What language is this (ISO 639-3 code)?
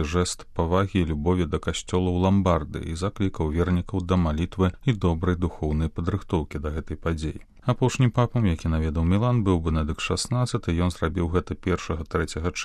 bel